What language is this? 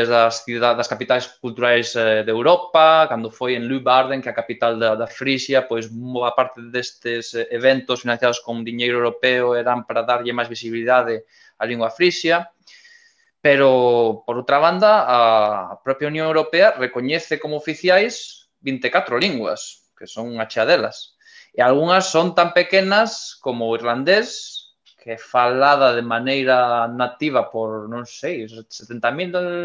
Galician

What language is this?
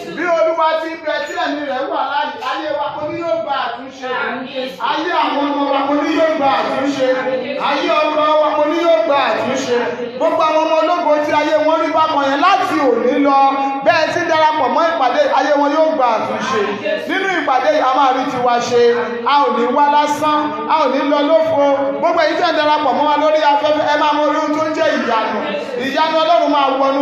Yoruba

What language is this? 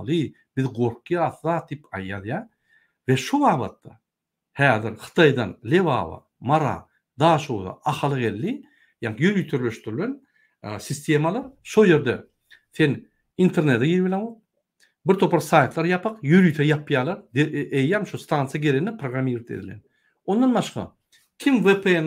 Turkmen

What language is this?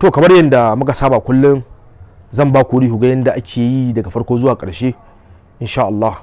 Hausa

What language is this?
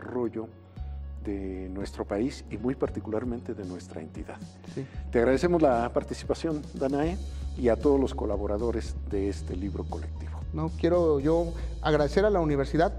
Spanish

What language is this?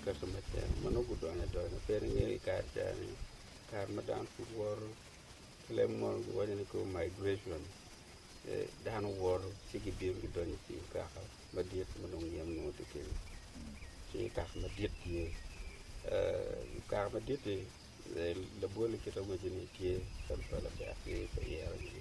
Acoli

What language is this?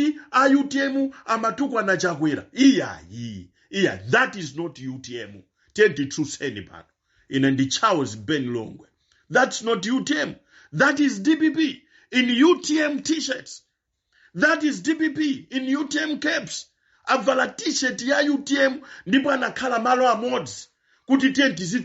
Nyanja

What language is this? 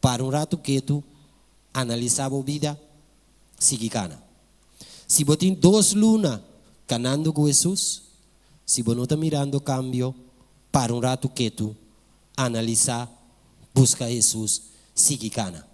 Papiamento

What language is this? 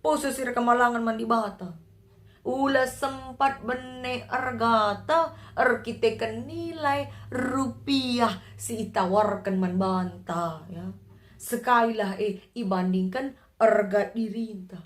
Batak Karo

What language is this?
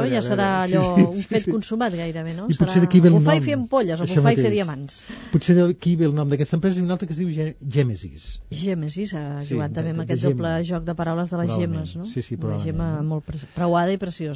Catalan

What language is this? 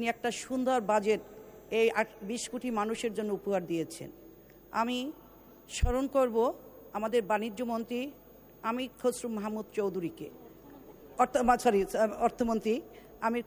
Bangla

